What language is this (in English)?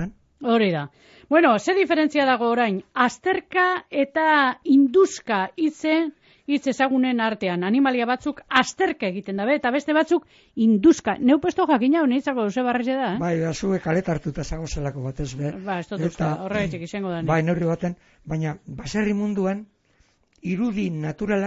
Basque